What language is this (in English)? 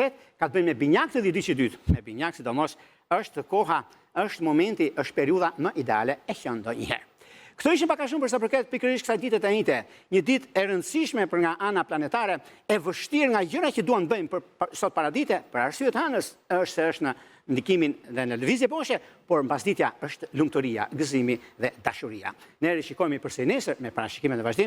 Albanian